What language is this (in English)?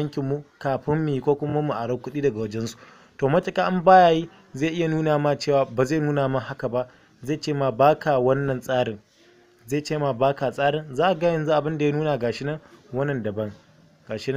Hausa